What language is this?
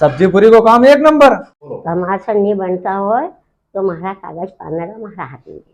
Rajasthani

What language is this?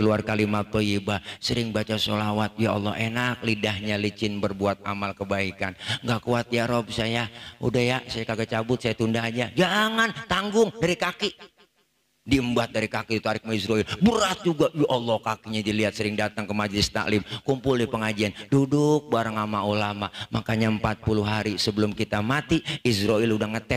Betawi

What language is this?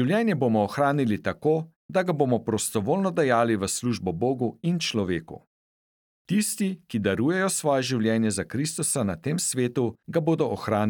Slovenian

